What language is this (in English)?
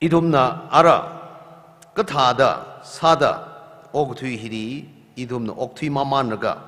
Tangkhul Naga (India)